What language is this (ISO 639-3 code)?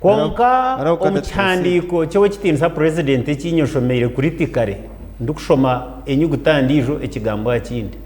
nyn